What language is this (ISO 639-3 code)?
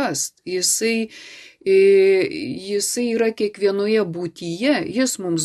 lit